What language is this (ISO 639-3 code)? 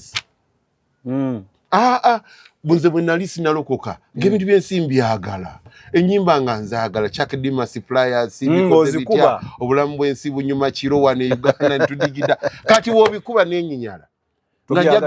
lug